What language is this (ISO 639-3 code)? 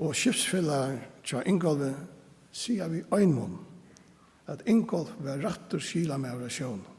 fao